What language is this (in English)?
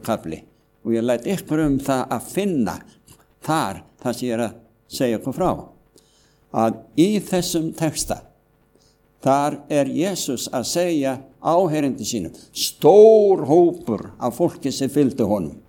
Icelandic